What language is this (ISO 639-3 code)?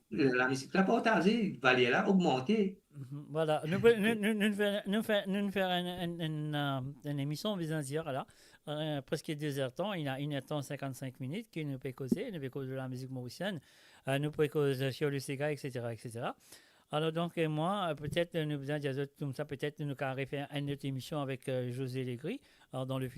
mfe